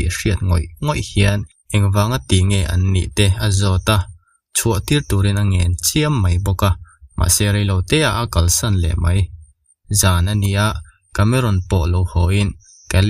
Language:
Mizo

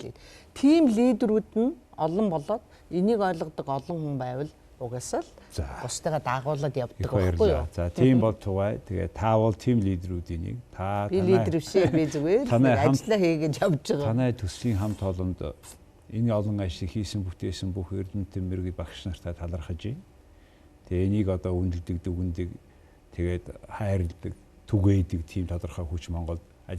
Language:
Mongolian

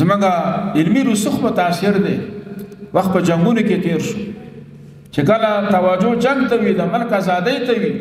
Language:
Pashto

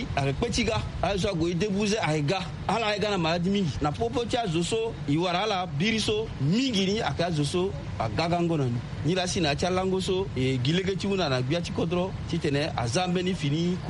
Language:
Sango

